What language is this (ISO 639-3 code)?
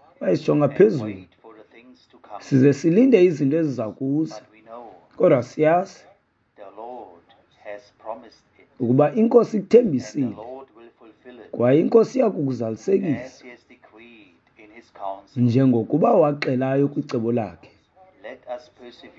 xho